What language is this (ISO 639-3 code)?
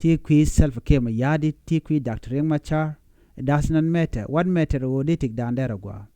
nus